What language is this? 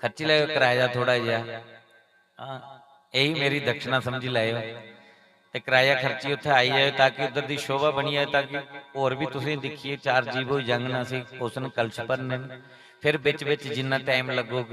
Dogri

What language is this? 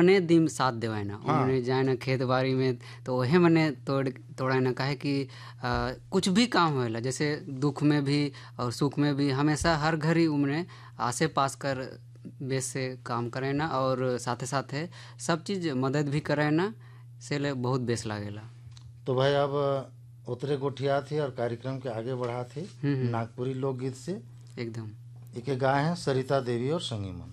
Sadri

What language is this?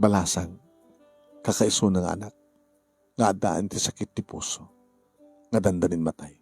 Iloko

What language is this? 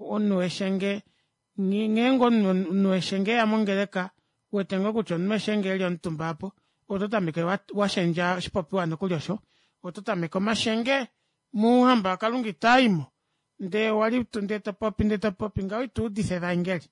Kuanyama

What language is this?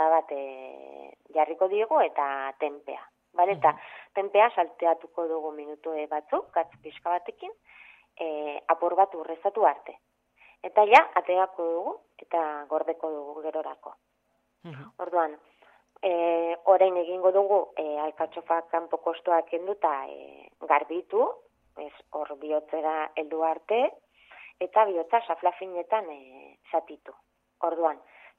Basque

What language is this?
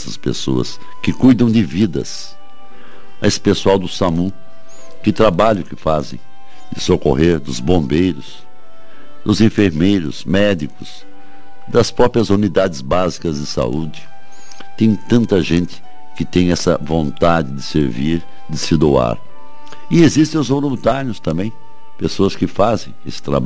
Portuguese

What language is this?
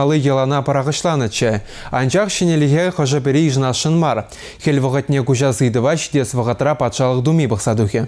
Chuvash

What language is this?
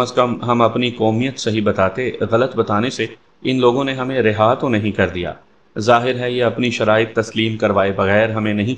Urdu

